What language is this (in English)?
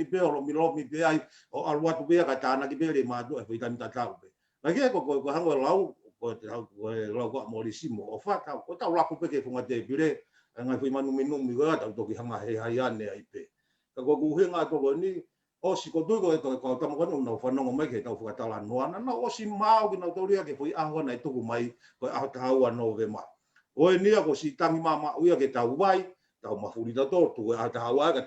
Tongan